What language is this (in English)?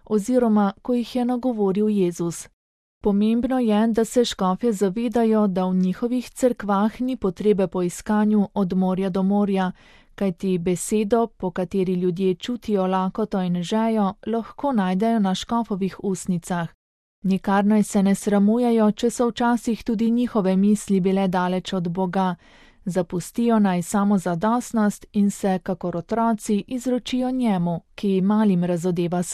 Slovenian